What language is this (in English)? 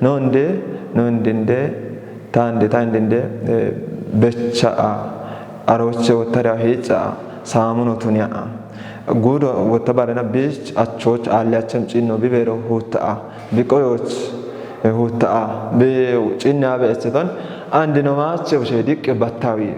Kafa